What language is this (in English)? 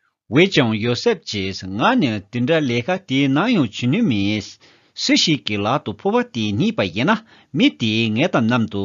Tibetan